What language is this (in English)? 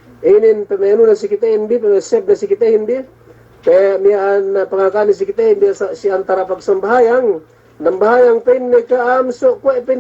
Yakan